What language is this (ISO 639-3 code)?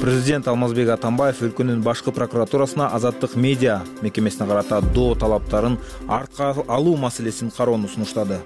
kir